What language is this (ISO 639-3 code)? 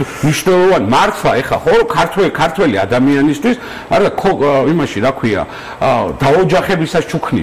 kat